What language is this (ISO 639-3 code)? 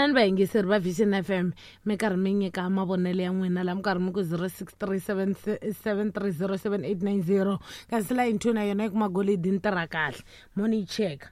tso